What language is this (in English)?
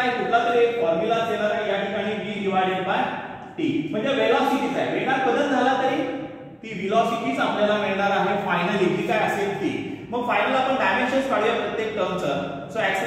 Marathi